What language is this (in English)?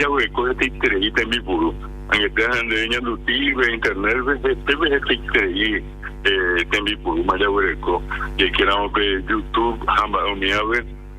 Guarani